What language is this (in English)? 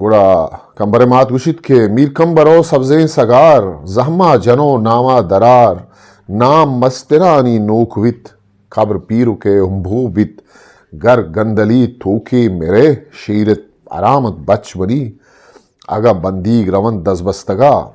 Eastern Balochi